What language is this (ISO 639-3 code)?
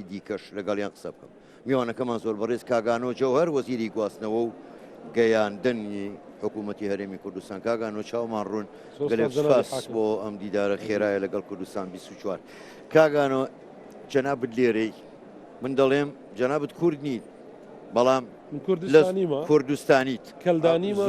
ckb